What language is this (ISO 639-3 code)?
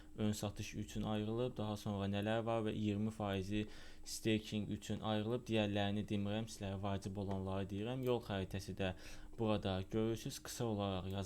aze